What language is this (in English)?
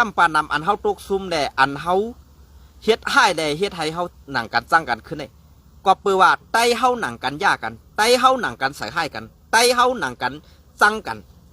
Shan